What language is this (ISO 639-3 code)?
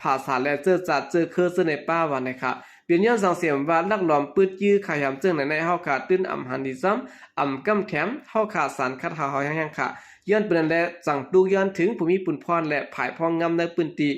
shn